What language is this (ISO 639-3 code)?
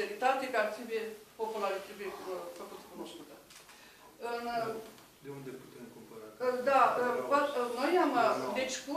ron